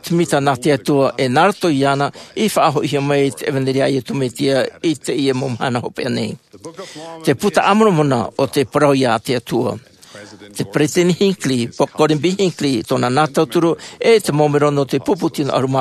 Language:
Tahitian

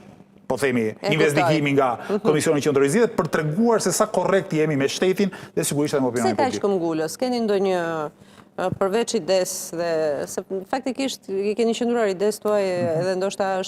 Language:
Albanian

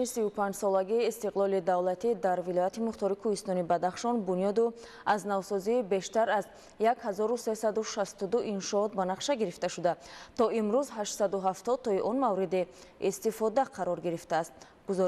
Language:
Tajik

